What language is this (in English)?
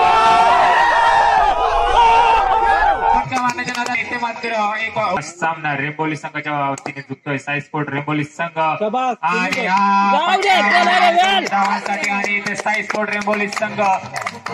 Marathi